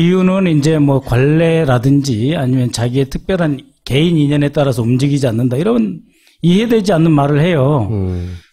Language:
Korean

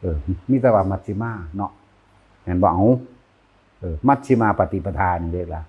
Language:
Northeastern Thai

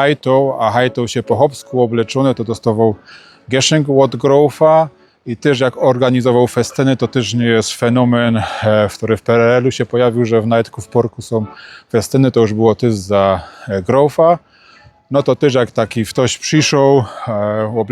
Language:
Silesian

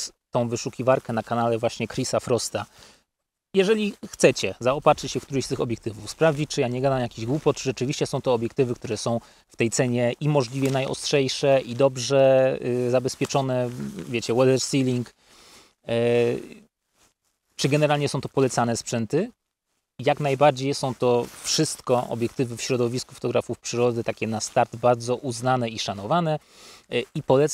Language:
Polish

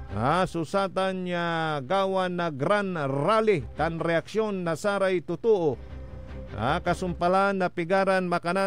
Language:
Pangasinan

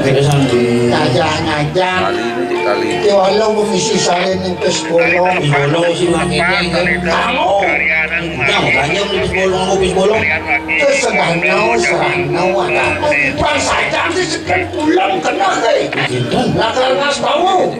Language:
Balinese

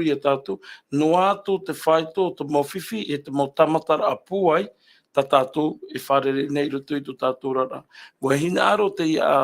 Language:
Tahitian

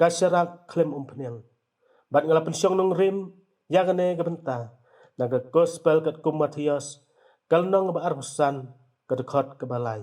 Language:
Khasi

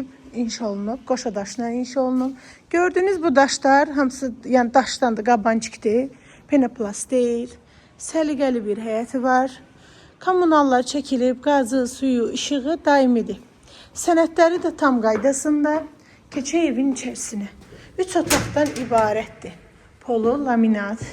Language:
Azerbaijani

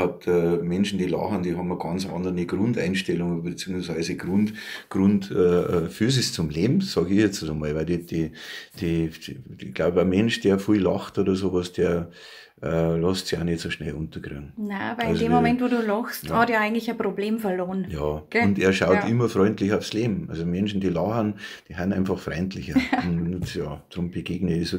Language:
Bavarian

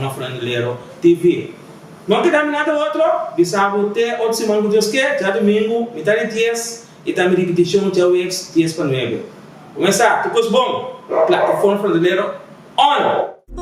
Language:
Papiamento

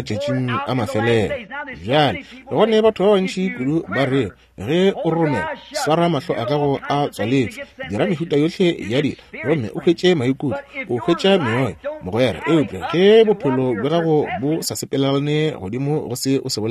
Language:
Northern Sotho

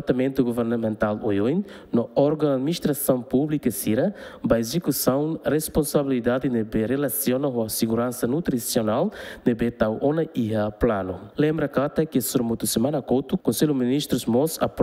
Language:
Tetum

